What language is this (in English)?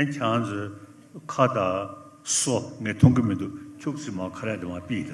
Ladakhi